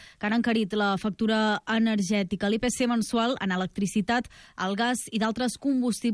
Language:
Catalan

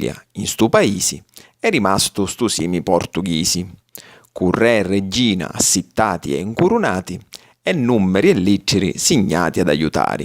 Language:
Sicilian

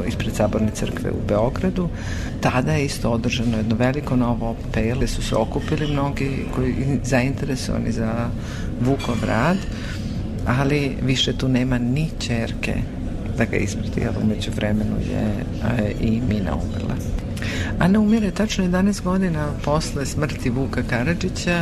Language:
Serbian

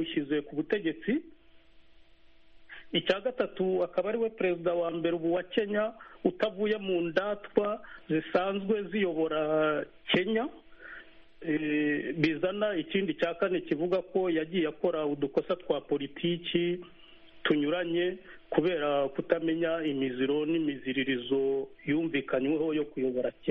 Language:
Kinyarwanda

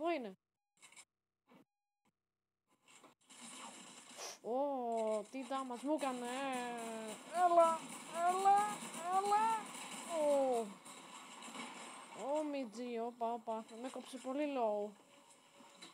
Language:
Greek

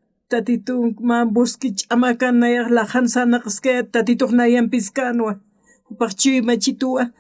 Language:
Aymara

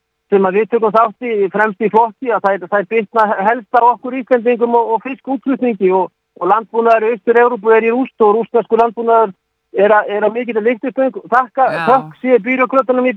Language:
Icelandic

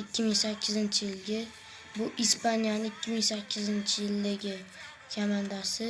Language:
Uzbek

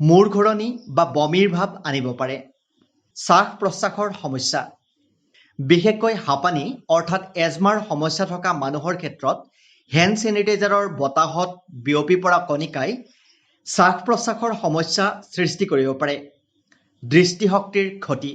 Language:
Assamese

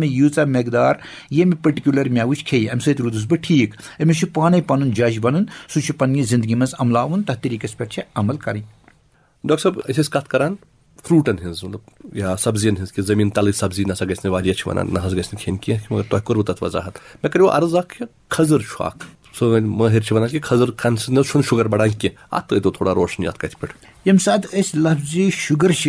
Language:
Kashmiri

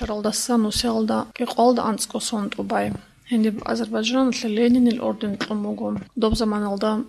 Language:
Avaric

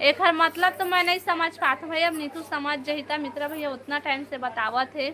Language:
Chhattisgarhi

